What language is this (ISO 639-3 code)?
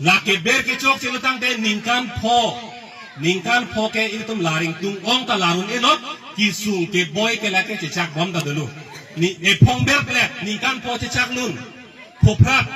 mjw